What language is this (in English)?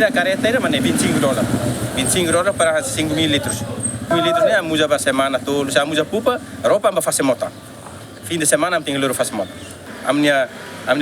Tetum